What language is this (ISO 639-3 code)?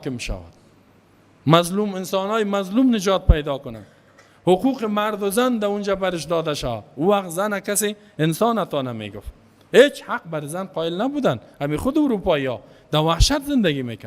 fas